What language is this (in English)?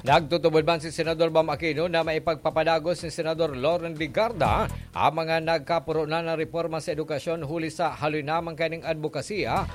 Bikol